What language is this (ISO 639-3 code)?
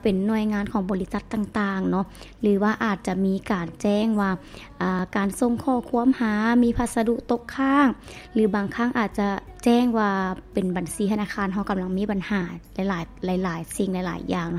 lao